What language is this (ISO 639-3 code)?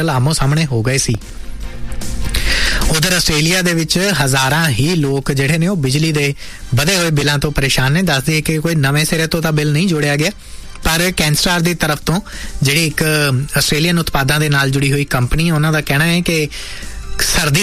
pan